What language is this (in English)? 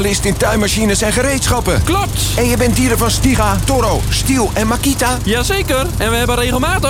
Dutch